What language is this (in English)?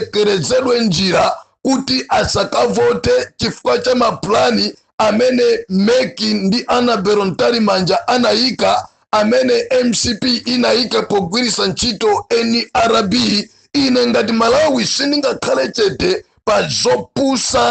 Nyanja